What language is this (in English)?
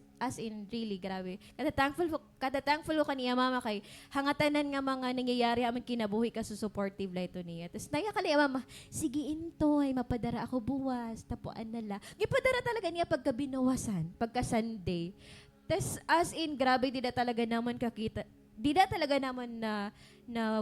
Waray